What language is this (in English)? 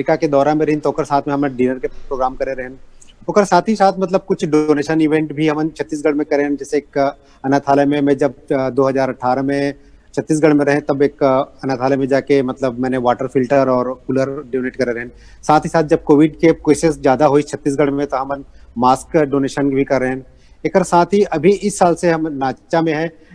Chhattisgarhi